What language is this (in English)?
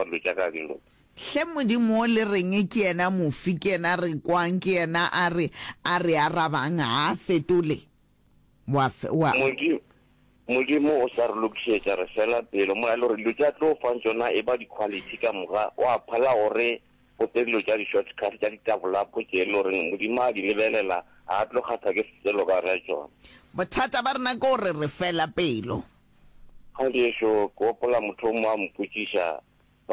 Northern Sotho